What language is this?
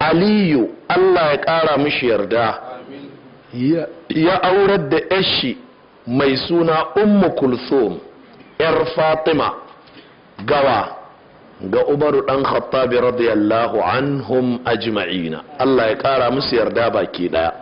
Hausa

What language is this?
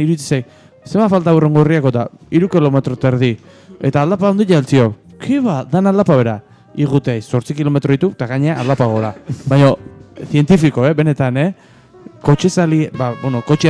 Basque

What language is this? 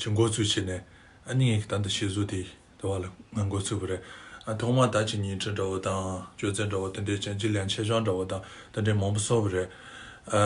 Tibetan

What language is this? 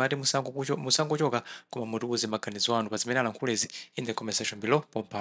Nyanja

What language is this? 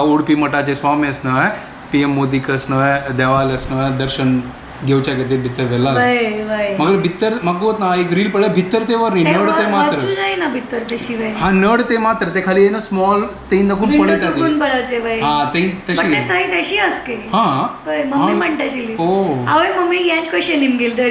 Konkani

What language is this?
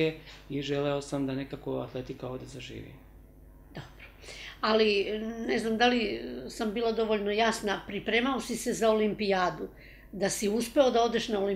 Serbian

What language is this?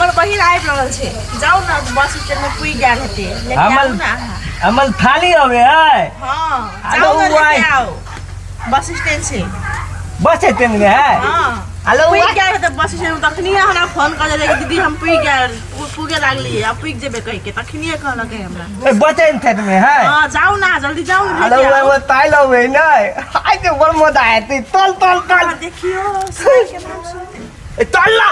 Maithili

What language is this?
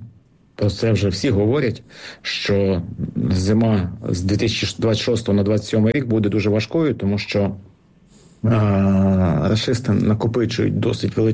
Ukrainian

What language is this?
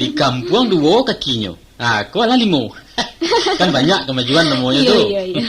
Minangkabau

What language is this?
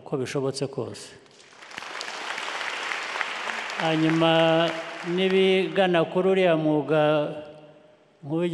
Kinyarwanda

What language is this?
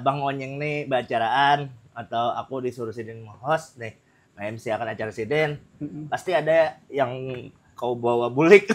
Banjar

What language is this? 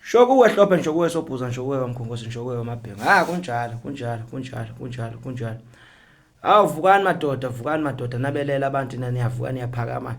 Zulu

